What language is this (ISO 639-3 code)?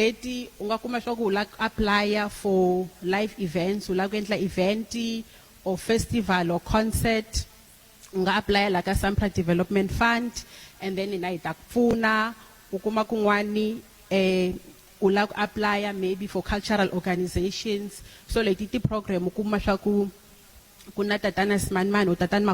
tso